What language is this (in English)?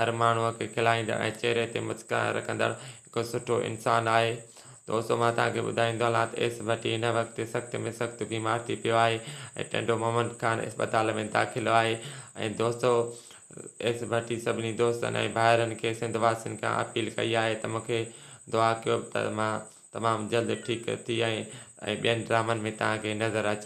Sindhi